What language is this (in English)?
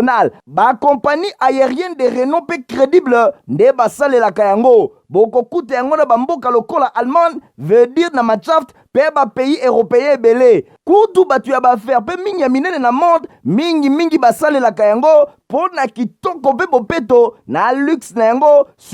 Lingala